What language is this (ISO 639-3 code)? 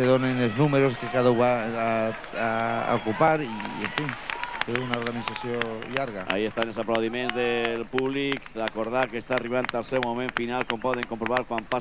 cat